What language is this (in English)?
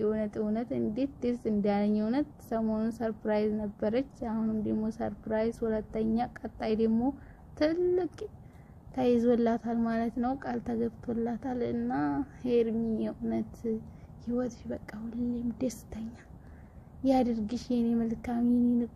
Amharic